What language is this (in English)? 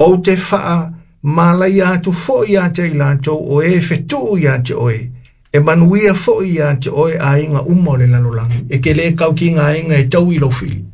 Samoan